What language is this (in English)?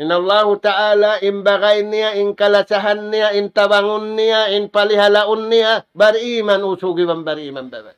Tausug